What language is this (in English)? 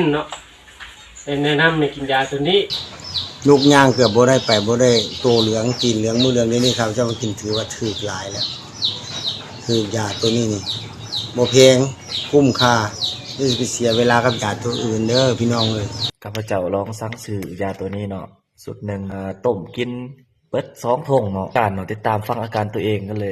Lao